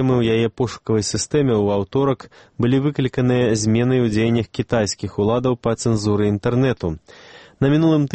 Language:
Belarusian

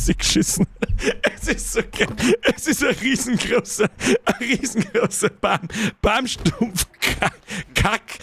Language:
Bavarian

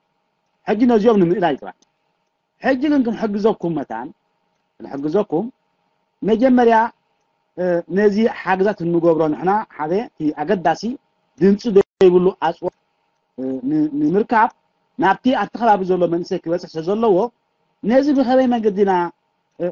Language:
Tigrinya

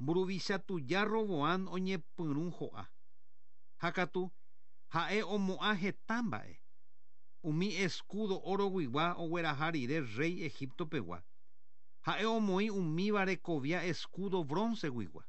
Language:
Guarani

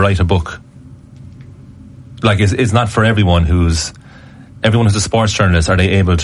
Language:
English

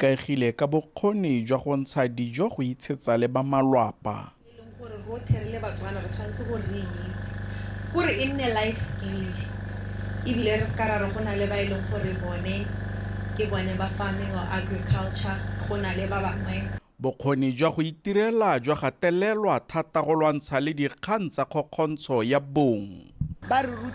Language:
Tswana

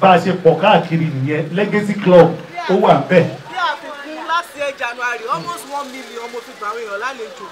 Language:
Yoruba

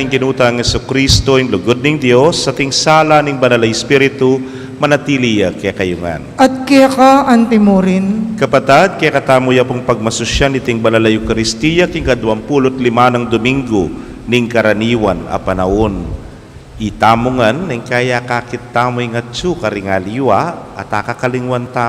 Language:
Pampanga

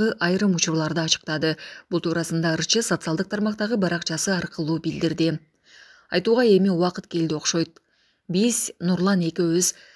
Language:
Kyrgyz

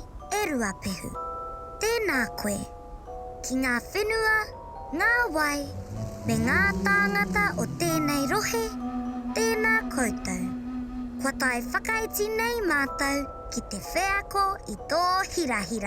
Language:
Māori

